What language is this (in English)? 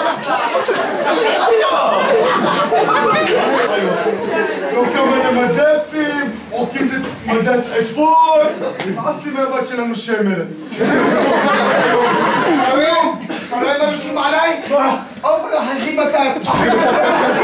Hebrew